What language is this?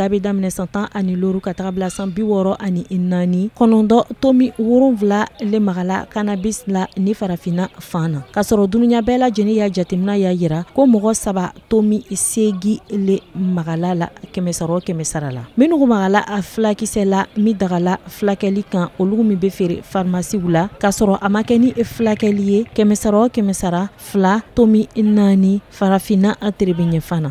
Bambara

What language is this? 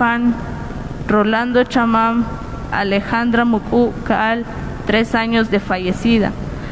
Kekchí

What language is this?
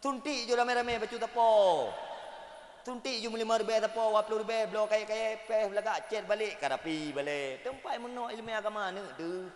Achinese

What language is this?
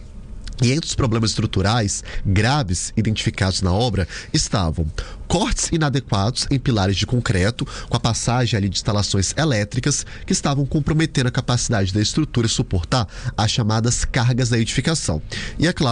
Portuguese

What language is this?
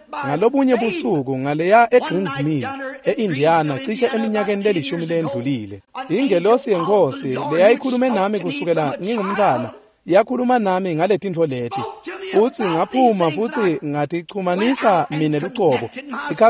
Swati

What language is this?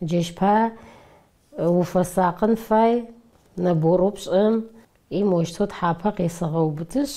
Adyghe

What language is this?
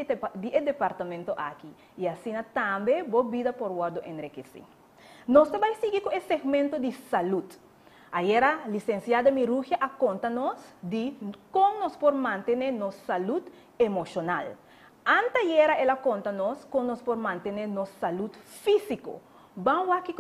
Papiamento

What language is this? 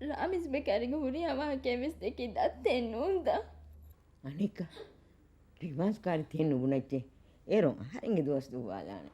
Divehi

